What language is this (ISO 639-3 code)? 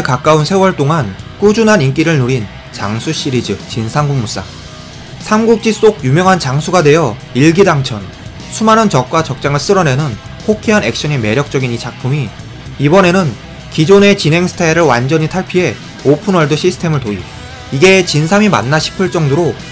kor